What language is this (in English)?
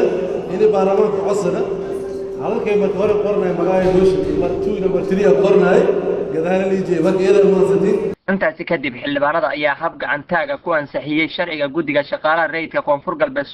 Somali